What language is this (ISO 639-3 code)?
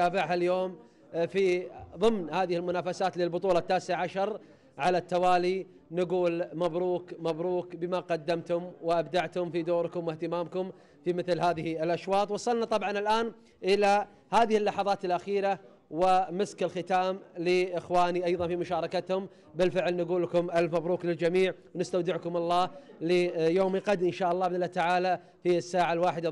ara